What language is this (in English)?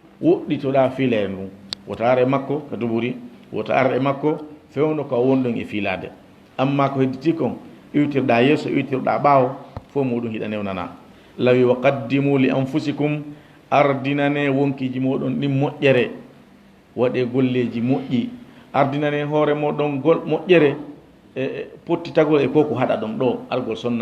Fula